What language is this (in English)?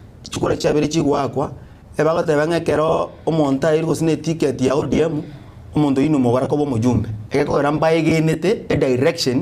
Gusii